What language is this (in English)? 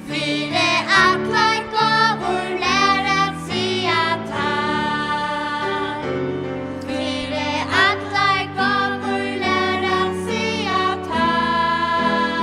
Faroese